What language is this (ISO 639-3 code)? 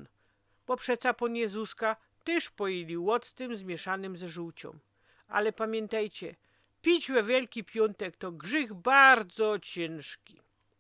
szl